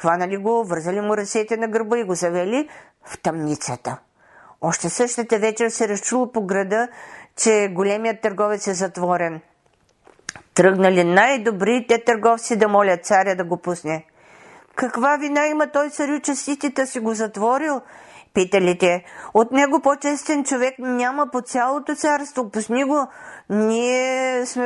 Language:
Bulgarian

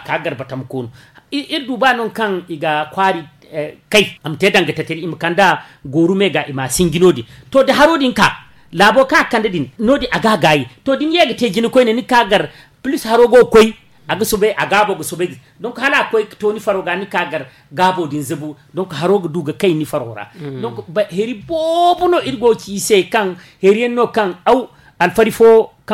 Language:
Zarma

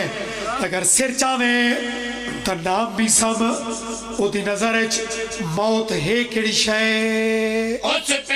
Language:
Pahari-Potwari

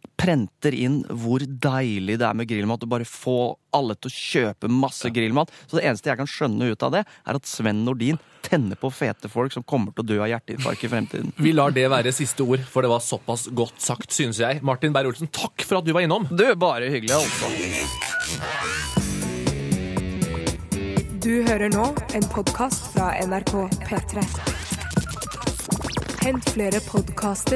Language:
Norwegian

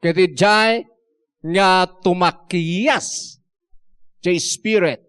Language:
Iloko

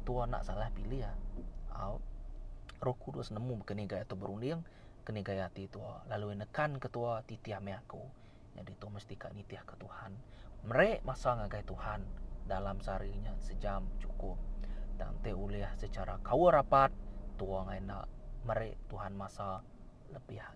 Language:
Iban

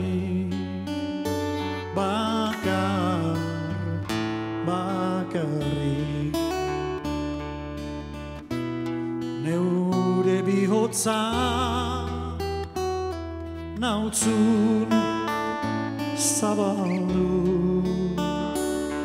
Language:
Basque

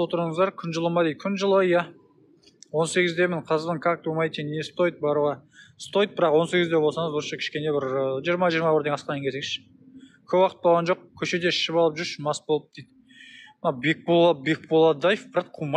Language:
Kazakh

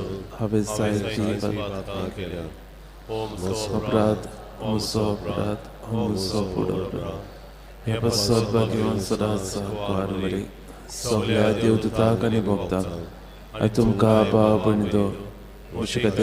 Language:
Konkani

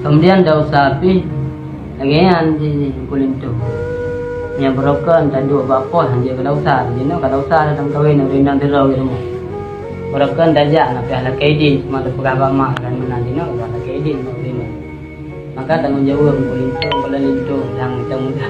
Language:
Achinese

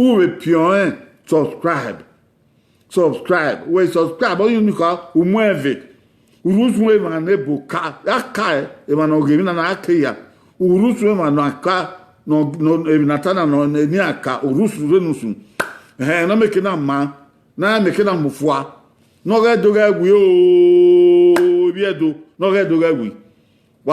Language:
Bini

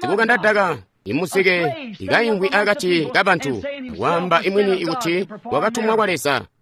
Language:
Tonga (Zambia)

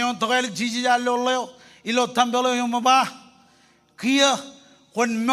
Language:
Marshallese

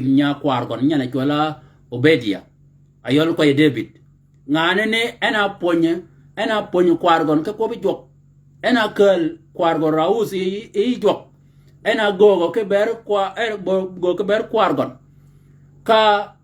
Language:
Shilluk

